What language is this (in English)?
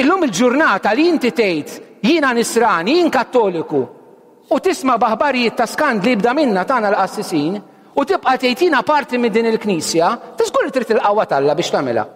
Maltese